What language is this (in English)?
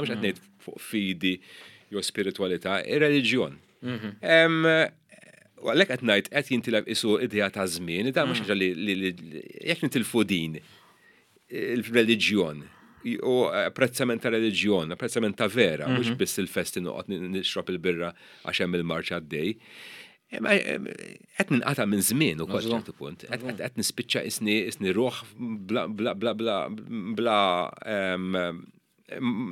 Maltese